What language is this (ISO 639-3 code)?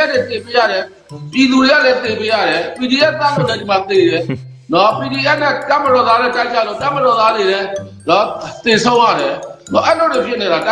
mya